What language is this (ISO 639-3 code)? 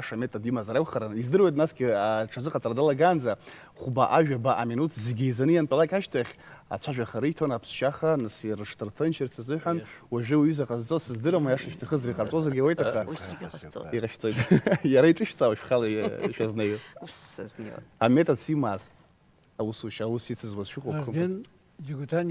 abk